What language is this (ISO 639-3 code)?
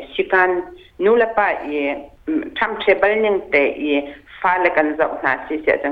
cnh